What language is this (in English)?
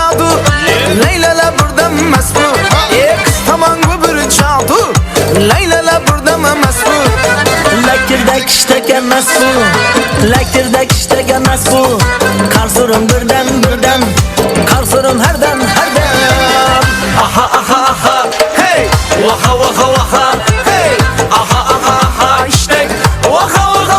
Kara-Kalpak